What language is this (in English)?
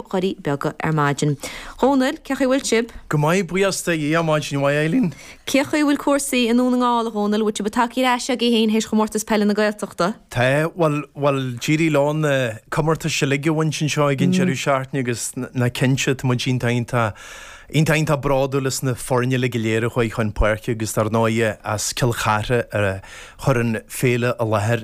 Irish